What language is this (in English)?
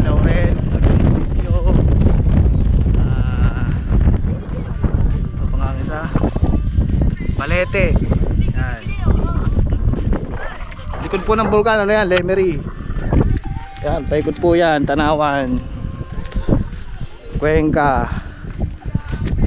Filipino